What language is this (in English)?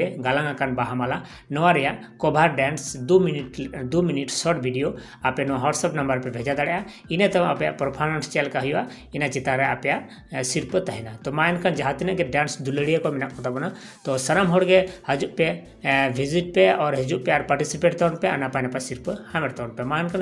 Santali